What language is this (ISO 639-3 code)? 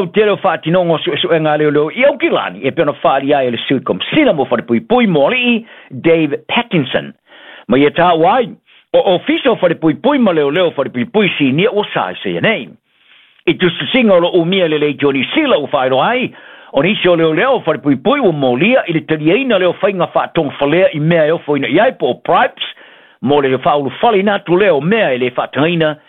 smo